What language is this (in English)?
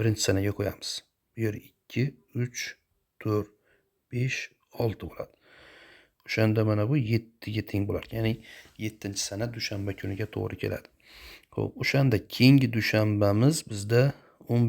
Uzbek